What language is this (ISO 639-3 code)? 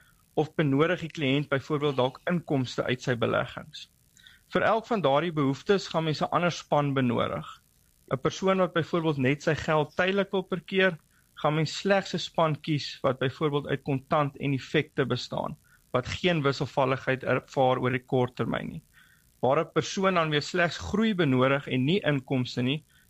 afr